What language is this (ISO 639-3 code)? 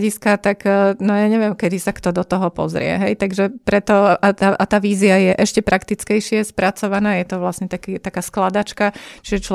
slk